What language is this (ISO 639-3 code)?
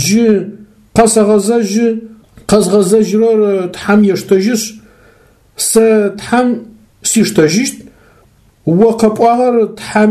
ady